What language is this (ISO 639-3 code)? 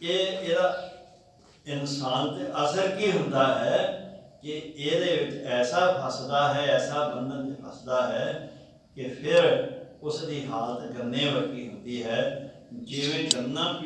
pan